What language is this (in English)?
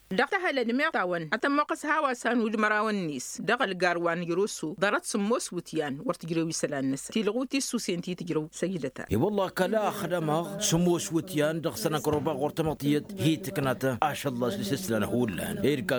Tamasheq